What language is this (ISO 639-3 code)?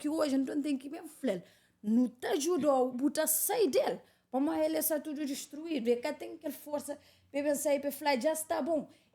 kea